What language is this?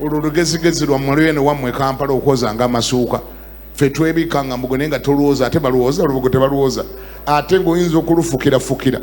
Ganda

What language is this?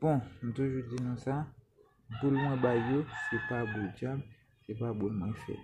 Haitian Creole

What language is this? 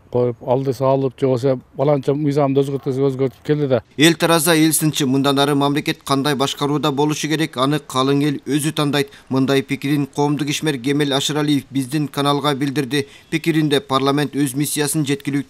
Kyrgyz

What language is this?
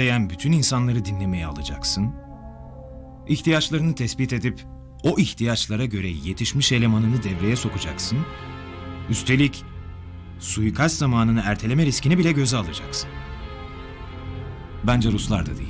Turkish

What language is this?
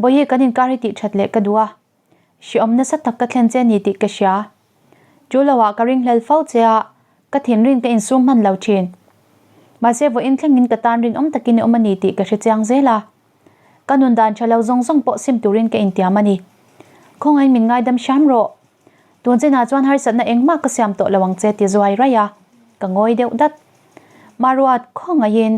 Mizo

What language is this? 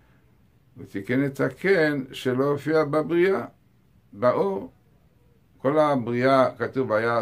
Hebrew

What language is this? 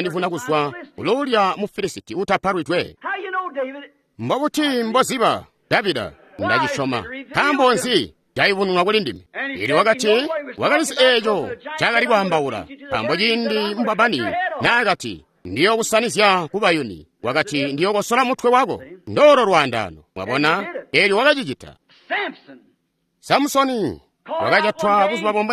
Tonga (Zambia)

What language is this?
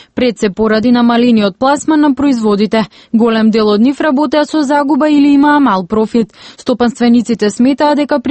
Macedonian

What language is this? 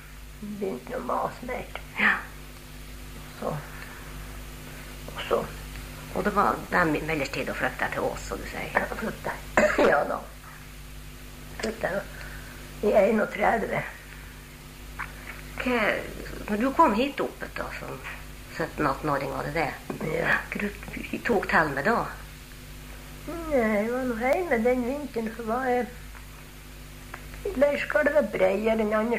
Norwegian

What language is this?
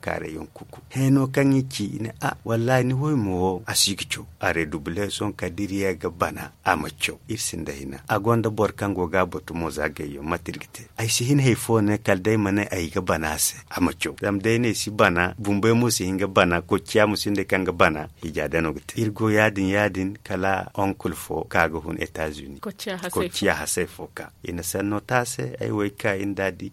Zarma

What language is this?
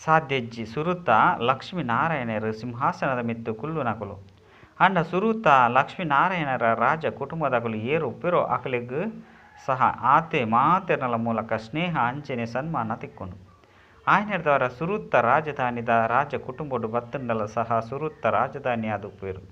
Tulu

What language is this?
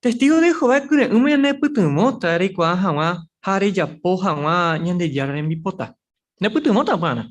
Guarani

